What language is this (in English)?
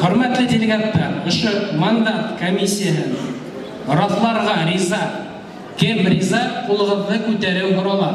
Bashkir